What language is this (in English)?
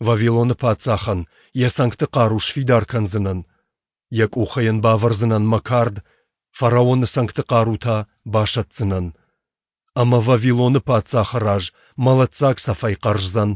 Ossetic